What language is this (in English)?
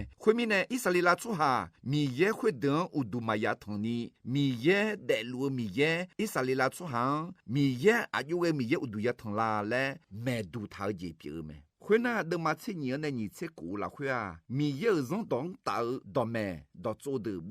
Akha